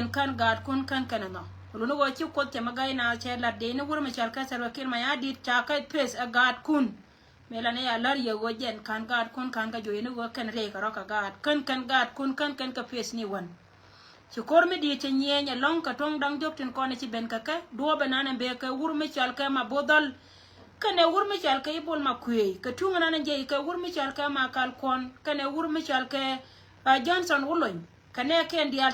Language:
Nuer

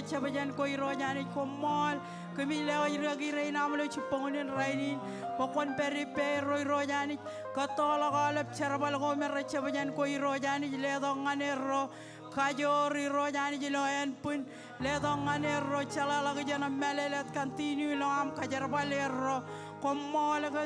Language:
Marshallese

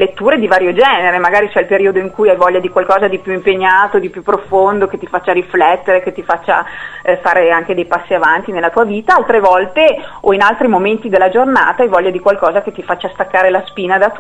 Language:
Italian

